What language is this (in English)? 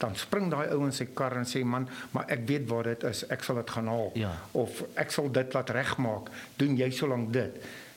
Afrikaans